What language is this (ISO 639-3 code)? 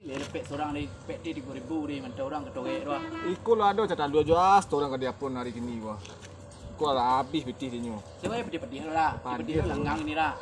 min